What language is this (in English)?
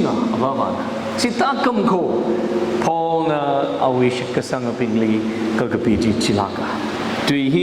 Tangkhul Naga (India)